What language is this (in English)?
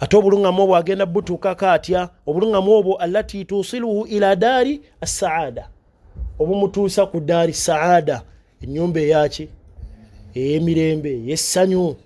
Ganda